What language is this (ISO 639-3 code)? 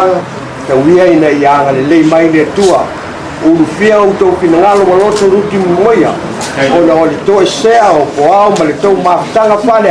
smo